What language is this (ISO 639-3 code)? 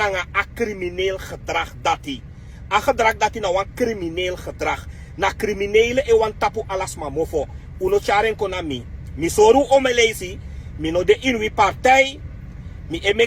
srn